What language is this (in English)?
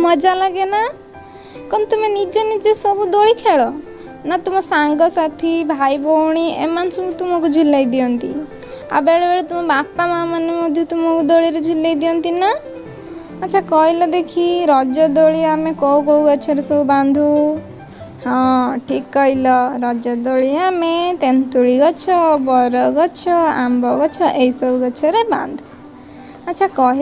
Odia